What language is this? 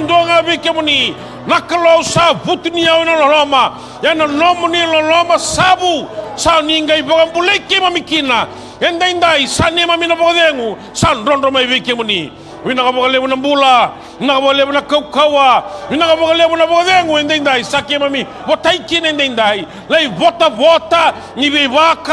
Fijian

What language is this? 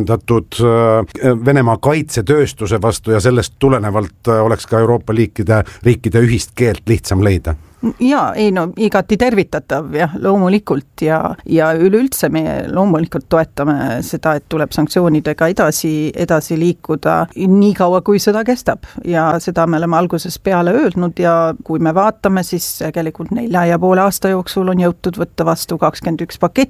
Estonian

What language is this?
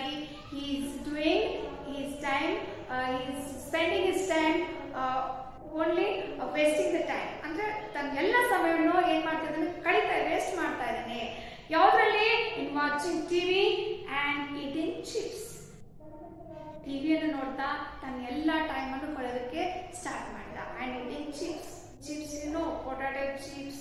Kannada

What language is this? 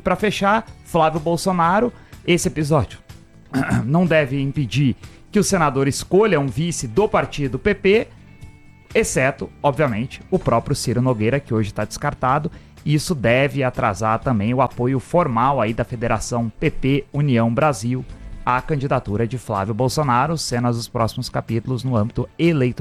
Portuguese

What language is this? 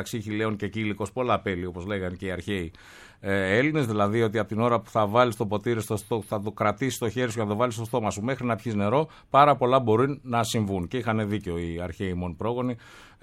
Greek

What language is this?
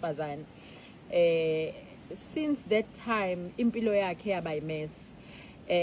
Zulu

